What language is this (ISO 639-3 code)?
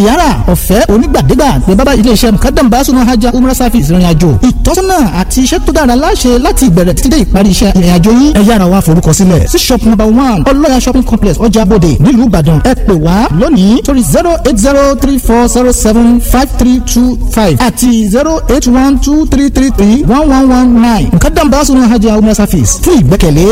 yor